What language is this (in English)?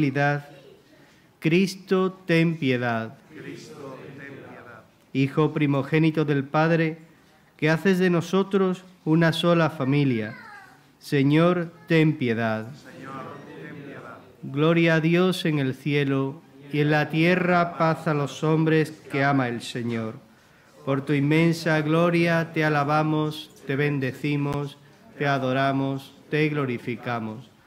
Spanish